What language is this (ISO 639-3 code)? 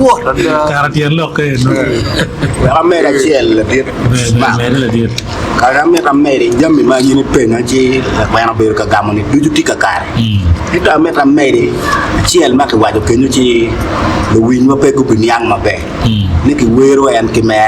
ach